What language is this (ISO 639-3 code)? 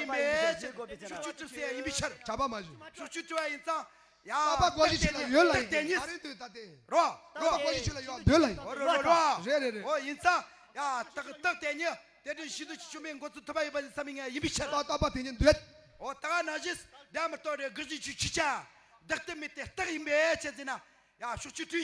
bod